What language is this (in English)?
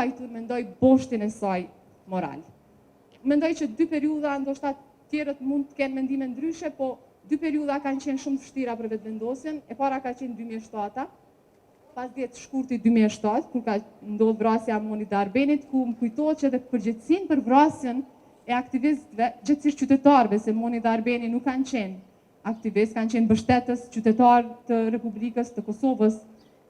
Albanian